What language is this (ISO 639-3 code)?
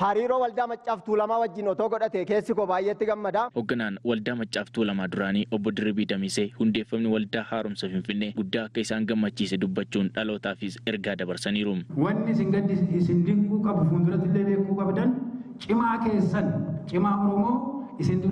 orm